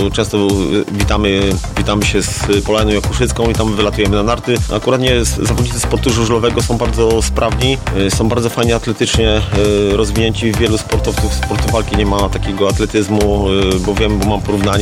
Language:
Polish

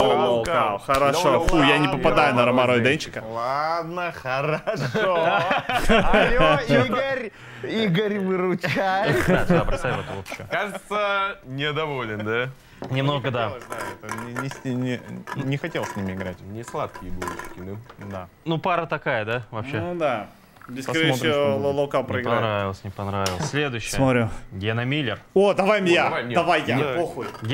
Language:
Russian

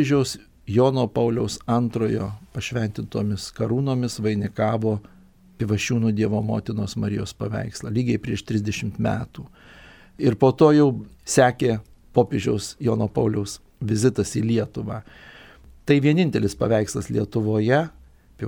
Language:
Lithuanian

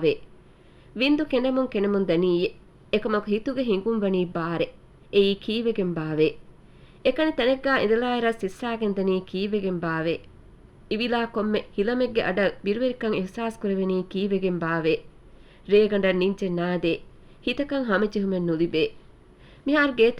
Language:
Divehi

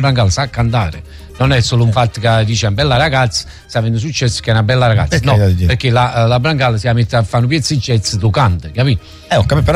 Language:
Italian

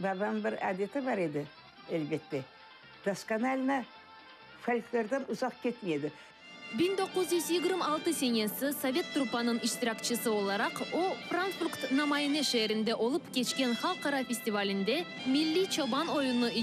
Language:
Crimean Tatar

